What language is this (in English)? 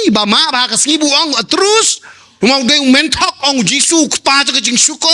Khasi